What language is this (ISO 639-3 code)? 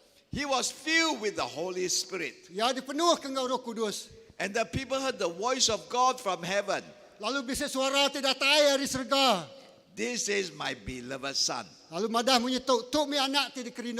iba